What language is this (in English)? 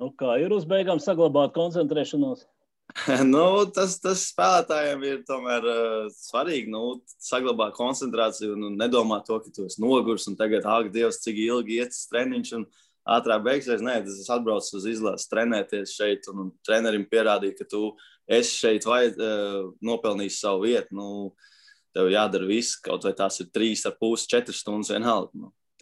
Latvian